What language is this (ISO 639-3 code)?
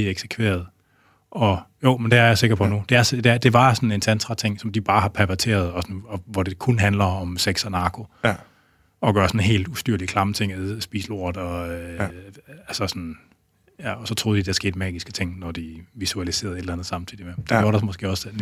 dan